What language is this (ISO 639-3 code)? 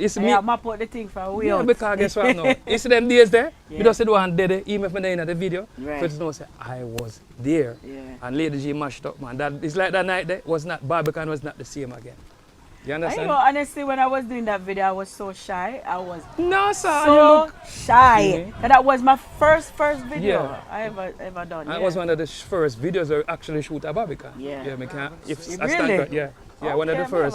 jam